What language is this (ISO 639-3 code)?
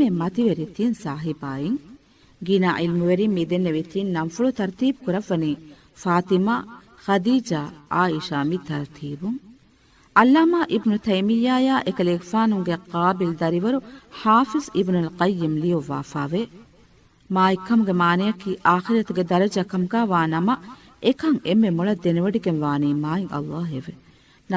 div